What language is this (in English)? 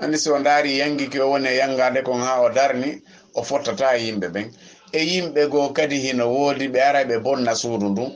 Fula